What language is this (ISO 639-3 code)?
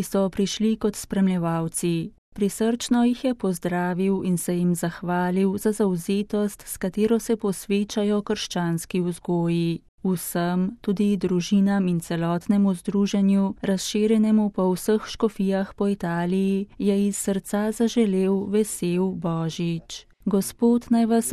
slv